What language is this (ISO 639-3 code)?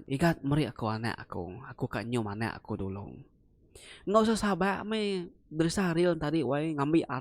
iba